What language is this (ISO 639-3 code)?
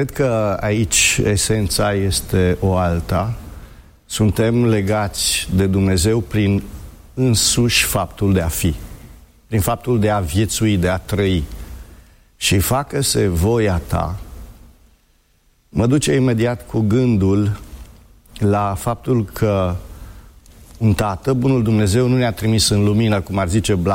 ron